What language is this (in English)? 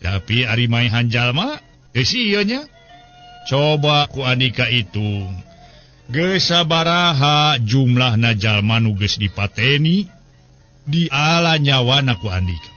Sundanese